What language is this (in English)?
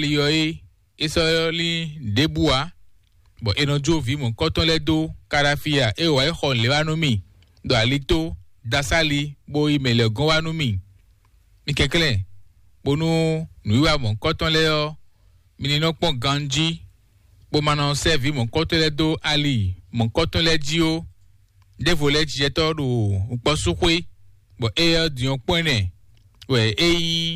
Fon